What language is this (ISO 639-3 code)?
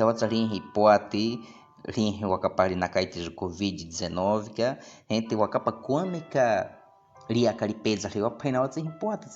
bwi